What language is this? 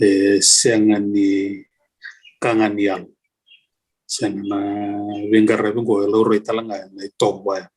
Fijian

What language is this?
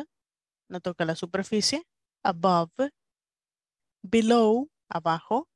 Spanish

